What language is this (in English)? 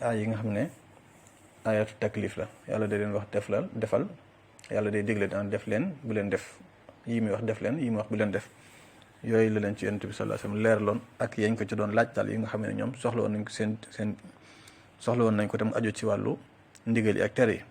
Wolof